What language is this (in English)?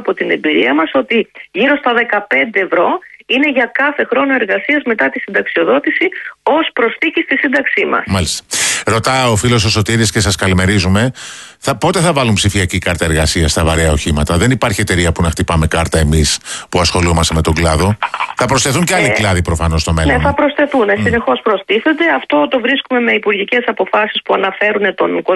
Greek